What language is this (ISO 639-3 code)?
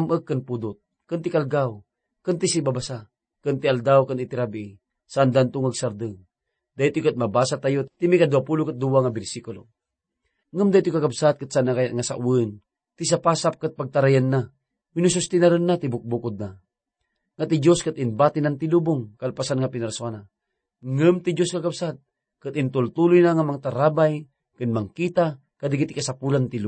ilo